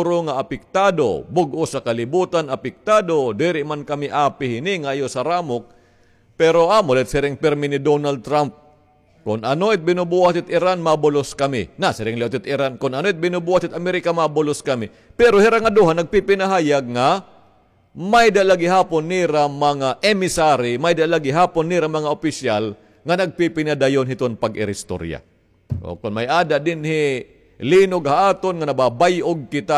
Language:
Waray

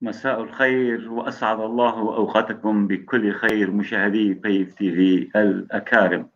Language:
North Levantine Arabic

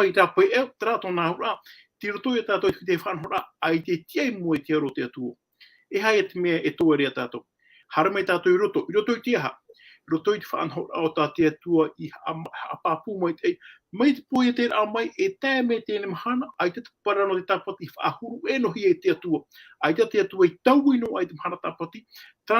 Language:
Tahitian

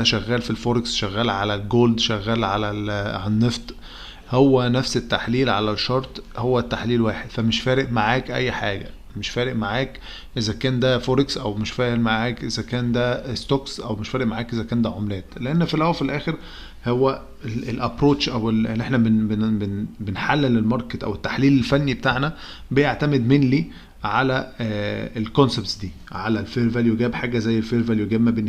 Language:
Egyptian Arabic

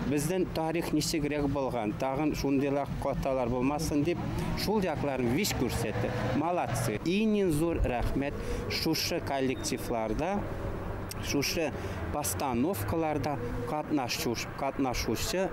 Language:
Bashkir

